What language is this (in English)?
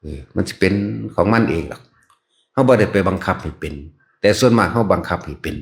Northeastern Thai